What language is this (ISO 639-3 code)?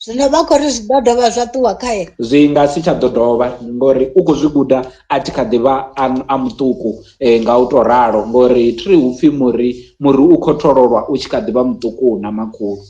ven